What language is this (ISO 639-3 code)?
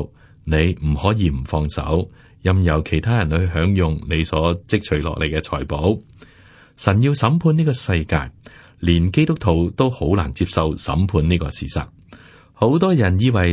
yue